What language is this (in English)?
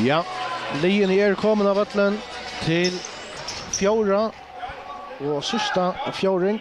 Faroese